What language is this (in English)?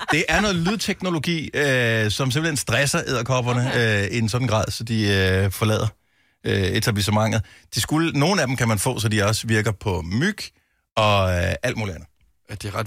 Danish